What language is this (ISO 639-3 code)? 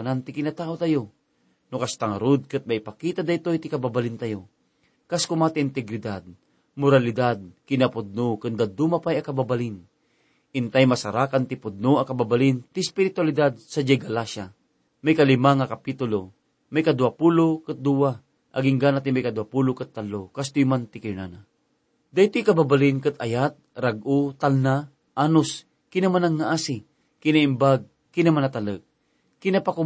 ilo